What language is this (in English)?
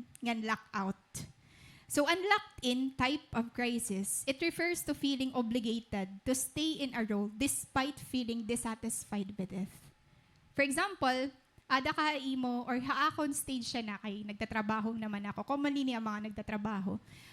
Waray